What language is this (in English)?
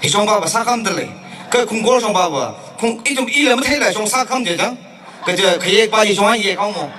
Tangkhul Naga (India)